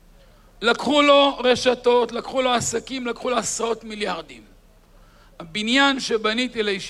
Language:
Hebrew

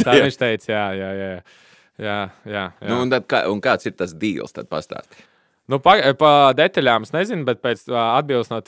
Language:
Latvian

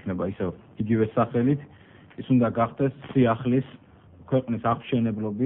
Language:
Georgian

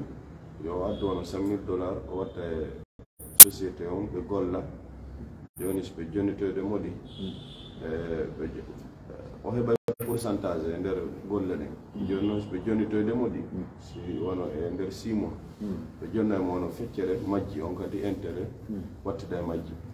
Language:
Fula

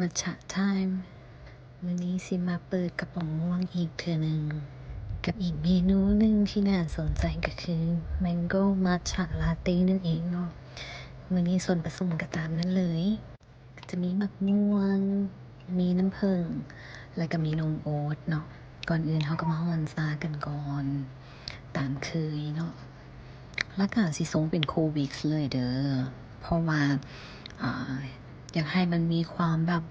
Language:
Lao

